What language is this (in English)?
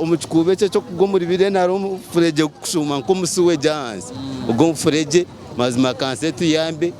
Nyankole